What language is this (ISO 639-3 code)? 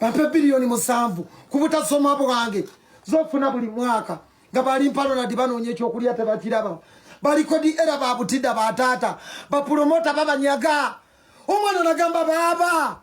lug